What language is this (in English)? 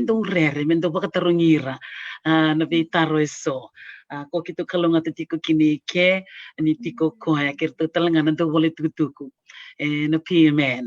Fijian